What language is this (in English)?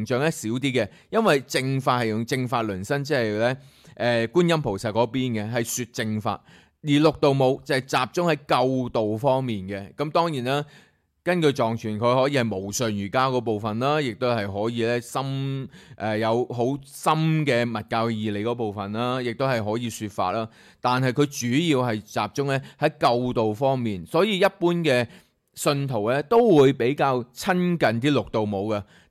Cantonese